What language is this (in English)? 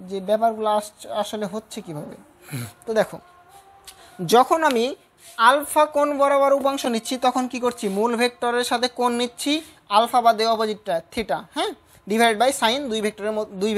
Bangla